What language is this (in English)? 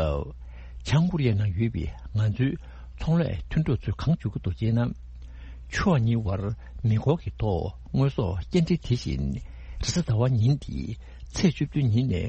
Tibetan